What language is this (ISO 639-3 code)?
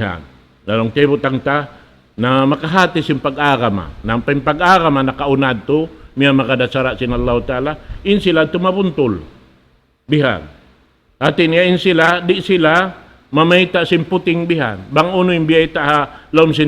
tsg